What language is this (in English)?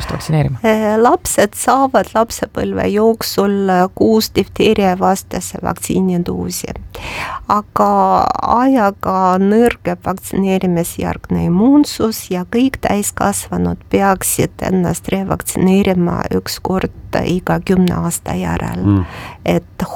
Estonian